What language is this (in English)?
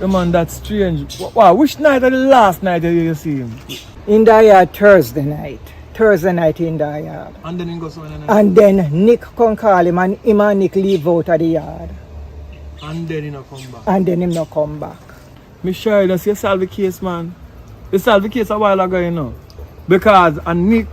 Jamaican Creole English